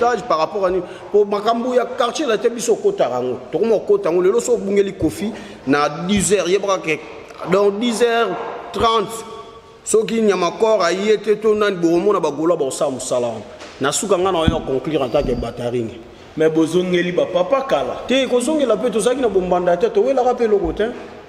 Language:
Lingala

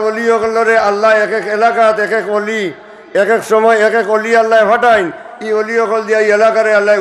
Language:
Sylheti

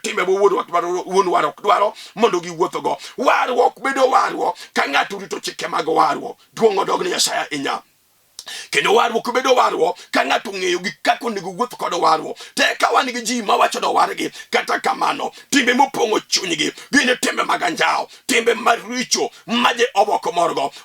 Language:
Luo (Kenya and Tanzania)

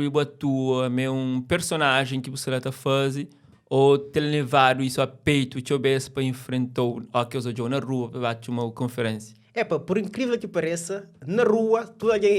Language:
Kabuverdianu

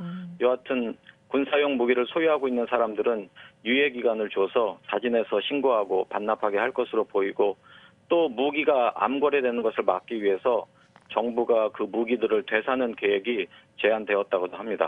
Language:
Korean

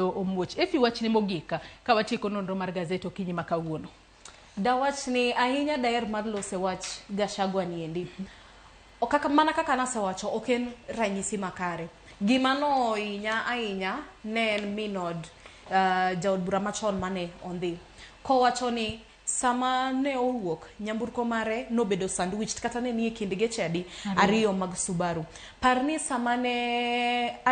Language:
Luo (Kenya and Tanzania)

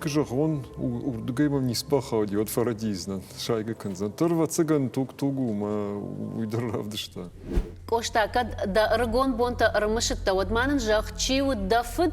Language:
Ossetic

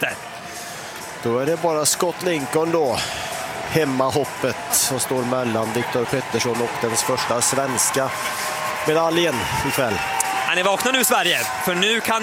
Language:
Swedish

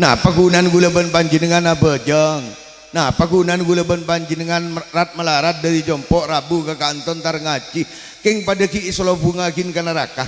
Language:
Madurese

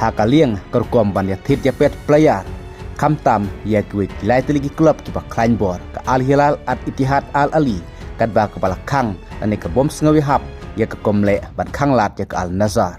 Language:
Khasi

